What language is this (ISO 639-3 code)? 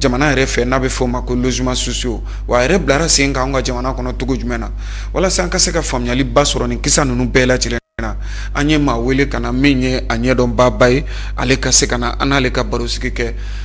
bam